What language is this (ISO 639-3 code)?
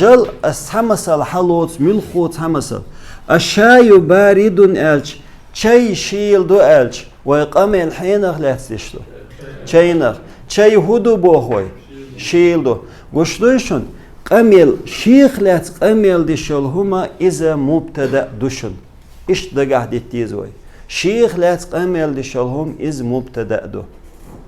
che